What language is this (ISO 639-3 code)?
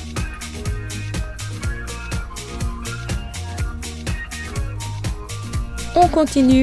fra